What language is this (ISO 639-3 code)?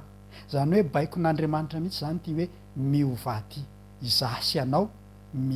mlg